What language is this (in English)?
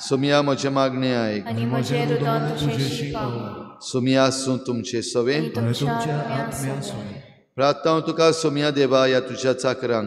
Konkani